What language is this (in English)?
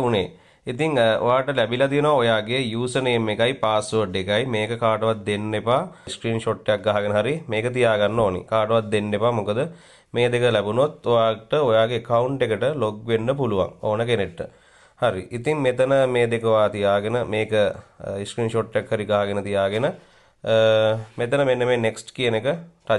Sinhala